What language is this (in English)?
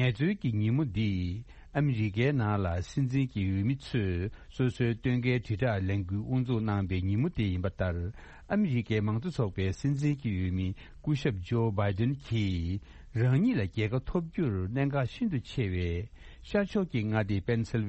Tibetan